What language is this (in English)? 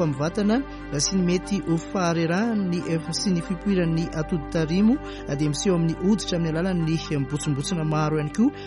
Malagasy